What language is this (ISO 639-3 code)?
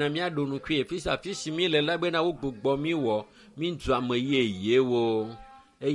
ewe